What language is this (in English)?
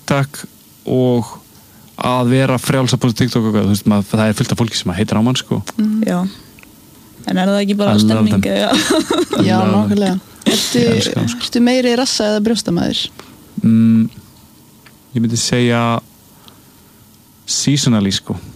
Icelandic